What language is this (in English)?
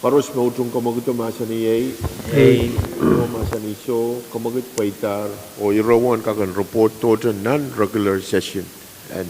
Pohnpeian